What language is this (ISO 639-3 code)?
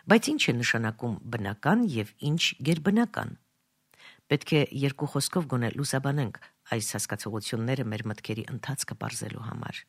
hye